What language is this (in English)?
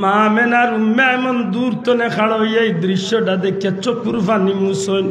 Sylheti